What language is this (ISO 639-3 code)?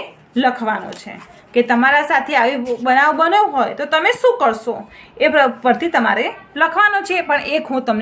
guj